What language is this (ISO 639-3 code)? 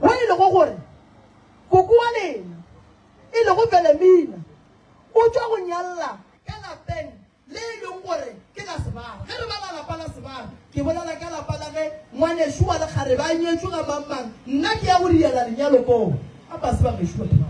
nso